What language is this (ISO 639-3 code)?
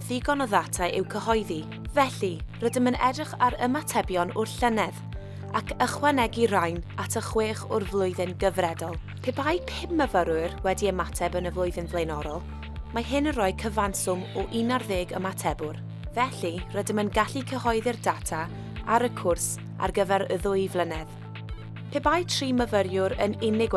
cym